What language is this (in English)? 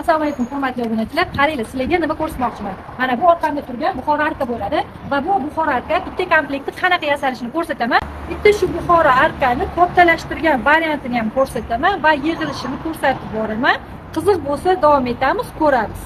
Uzbek